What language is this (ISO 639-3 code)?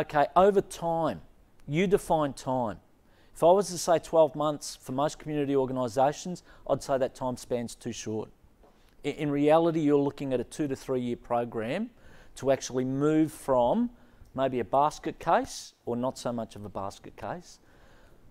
eng